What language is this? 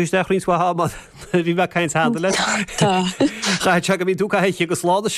Irish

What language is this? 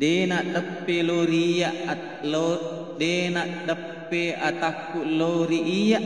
Buginese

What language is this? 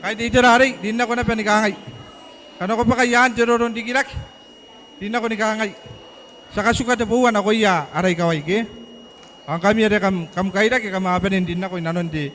Gilbertese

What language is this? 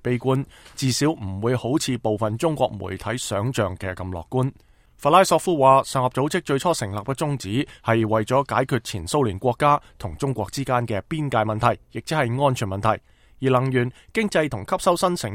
Cantonese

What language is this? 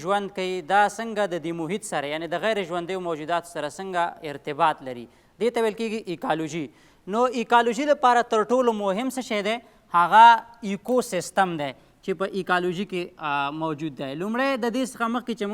Pashto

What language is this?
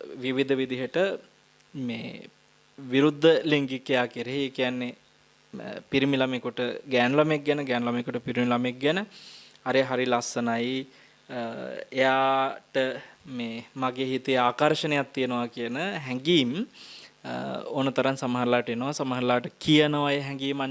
Sinhala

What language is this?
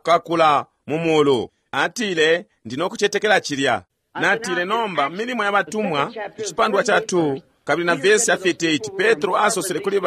Bemba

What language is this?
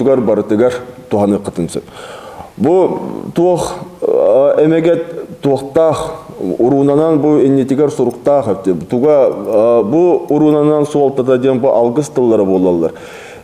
Yakut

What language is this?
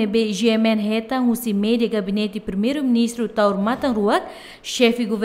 Tetum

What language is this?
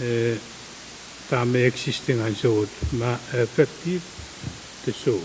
Pohnpeian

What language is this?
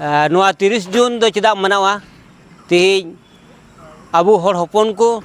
Santali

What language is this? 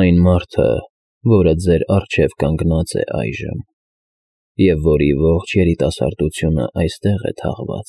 Armenian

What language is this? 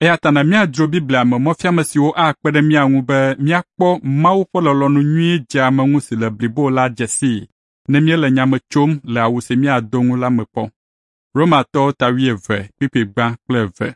Ewe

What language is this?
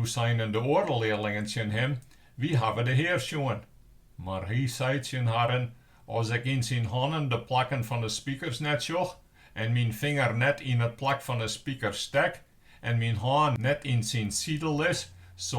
Western Frisian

